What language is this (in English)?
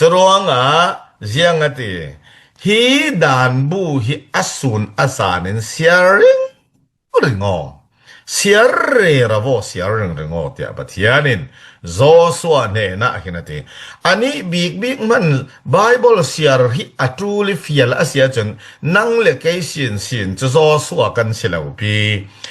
Falam Chin